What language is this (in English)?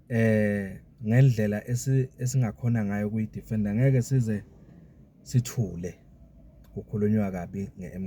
Zulu